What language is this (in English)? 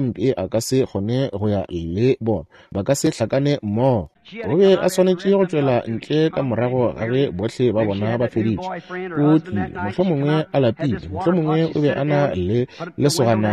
Northern Sotho